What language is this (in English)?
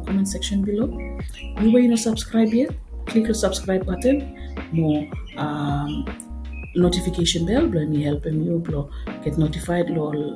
Bislama